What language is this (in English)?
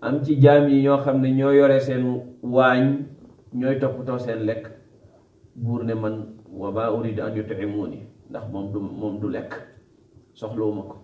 Wolof